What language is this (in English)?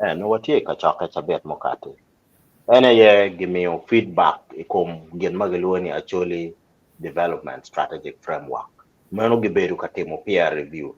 Acoli